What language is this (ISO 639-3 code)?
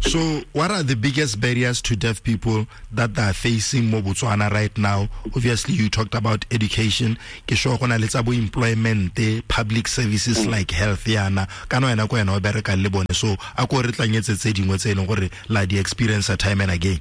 tsn